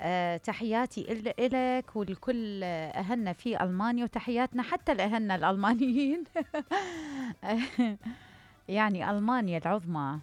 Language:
Mesopotamian Arabic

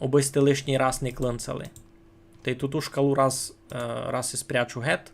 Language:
Rusyn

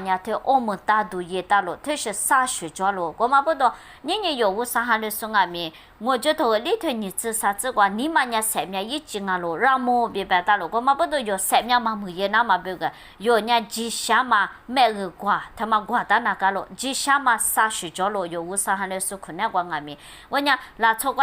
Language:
Lisu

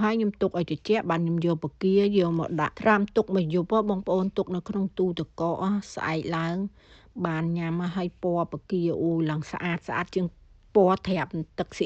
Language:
Khmer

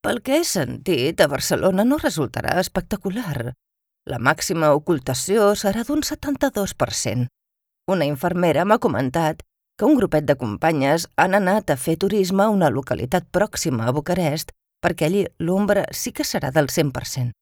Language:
Catalan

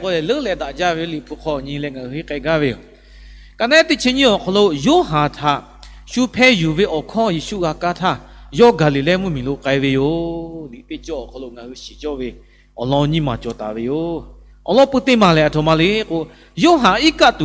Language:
Lahu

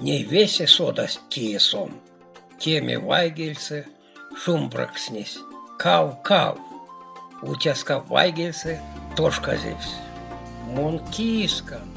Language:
Erzya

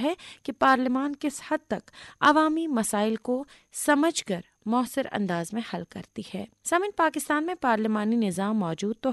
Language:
Urdu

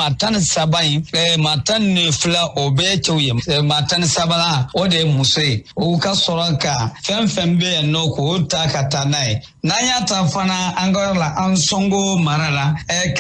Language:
Bambara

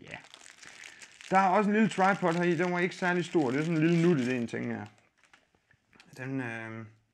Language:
Danish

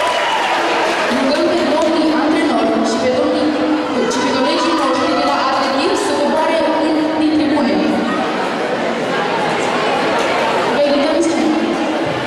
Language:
Romanian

